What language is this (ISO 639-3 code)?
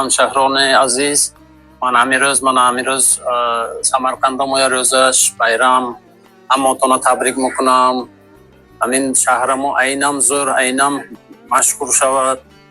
tgk